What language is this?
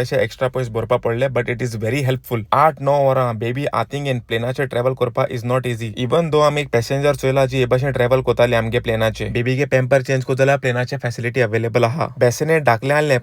Konkani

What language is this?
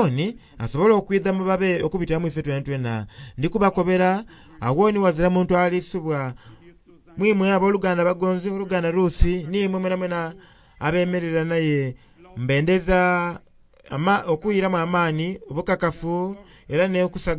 Soga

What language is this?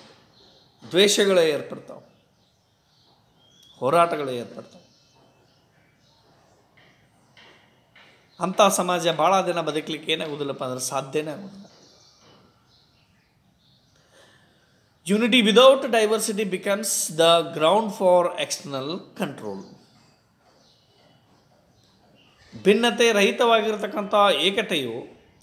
Kannada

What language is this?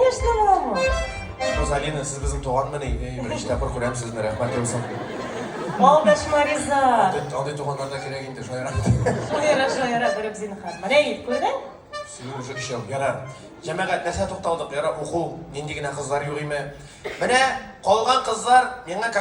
Bashkir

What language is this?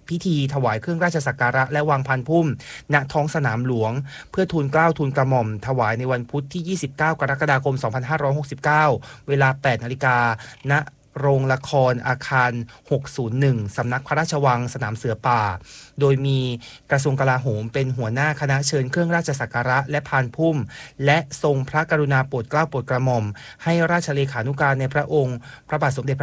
Thai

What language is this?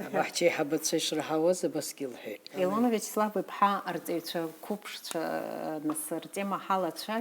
Abkhazian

